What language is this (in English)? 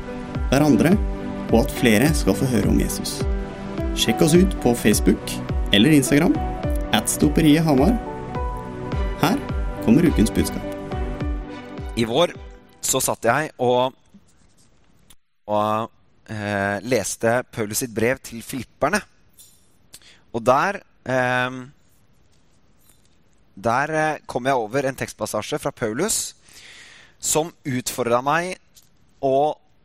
Norwegian